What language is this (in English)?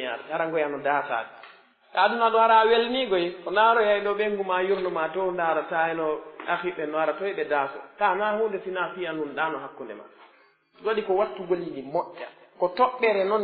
Pular